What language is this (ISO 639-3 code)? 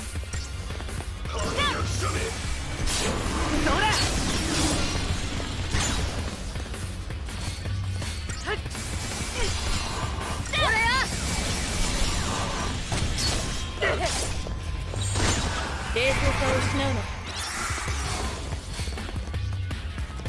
jpn